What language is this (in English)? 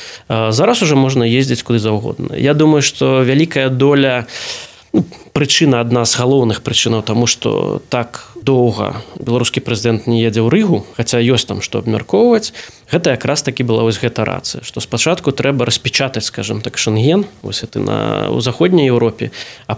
Belarusian